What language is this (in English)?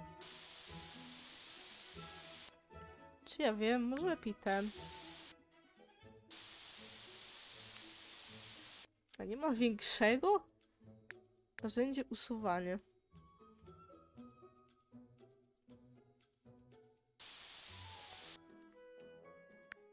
Polish